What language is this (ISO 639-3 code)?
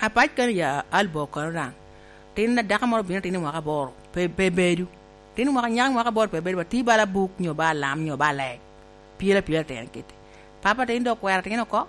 laj